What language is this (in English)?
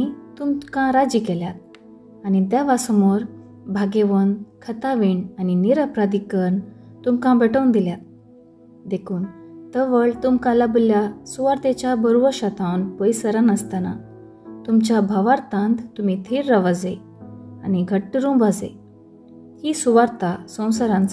Konkani